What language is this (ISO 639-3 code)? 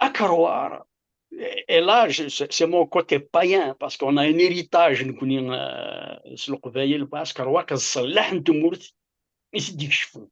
kab